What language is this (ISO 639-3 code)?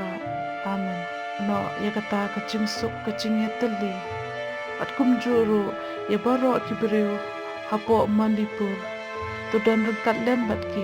kha